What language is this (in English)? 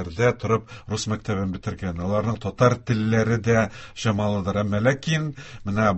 Tatar